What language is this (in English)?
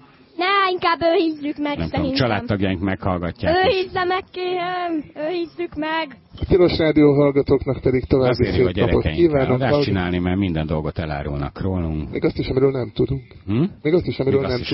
Hungarian